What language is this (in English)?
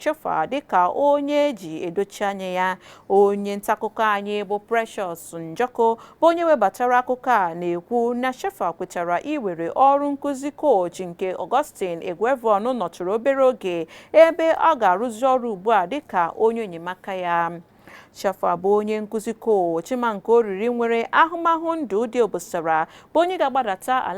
Igbo